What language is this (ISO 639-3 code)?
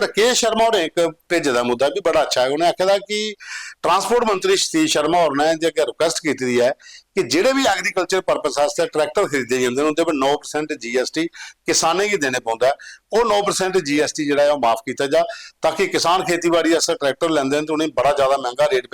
doi